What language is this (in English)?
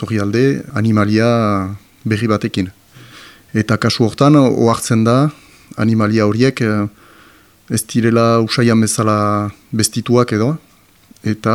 Basque